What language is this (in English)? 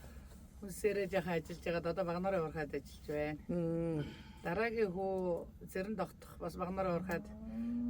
Mongolian